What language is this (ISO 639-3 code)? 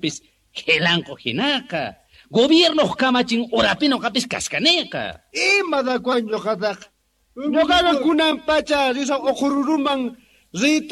que